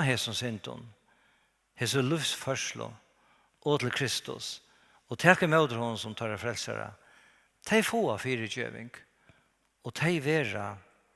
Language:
Faroese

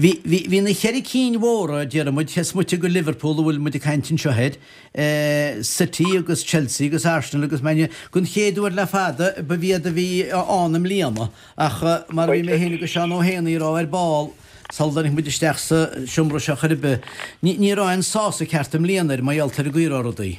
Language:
Irish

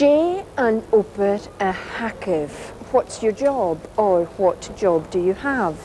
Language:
Scottish Gaelic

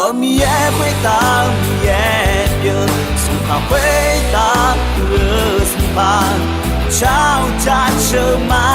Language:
Akha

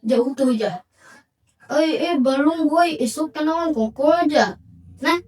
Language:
Banjar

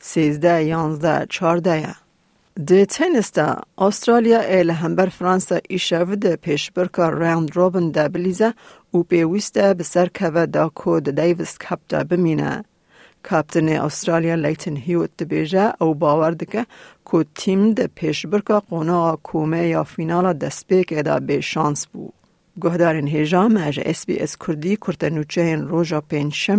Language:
Kurdish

